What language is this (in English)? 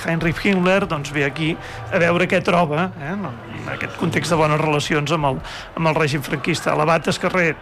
Catalan